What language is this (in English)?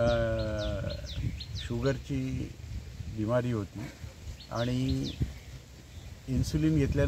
Marathi